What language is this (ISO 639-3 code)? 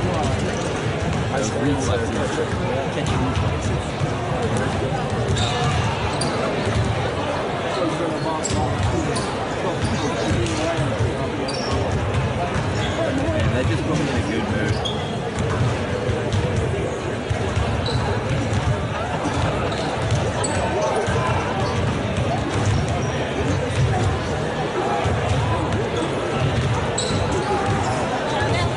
eng